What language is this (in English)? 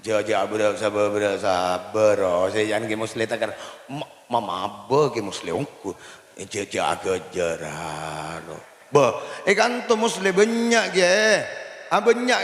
Madurese